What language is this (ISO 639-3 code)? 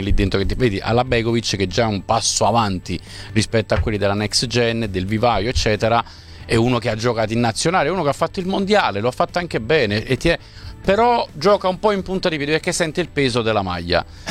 ita